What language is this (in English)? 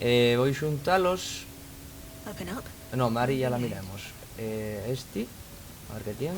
Asturian